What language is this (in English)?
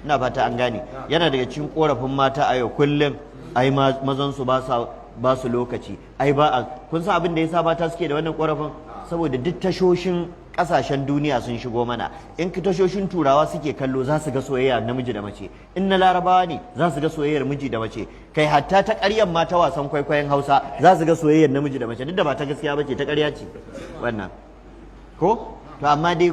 Hausa